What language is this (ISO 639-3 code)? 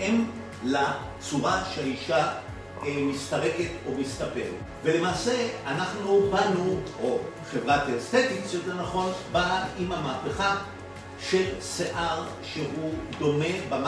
heb